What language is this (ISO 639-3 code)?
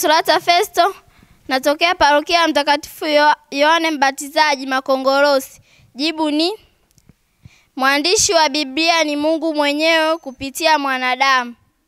swa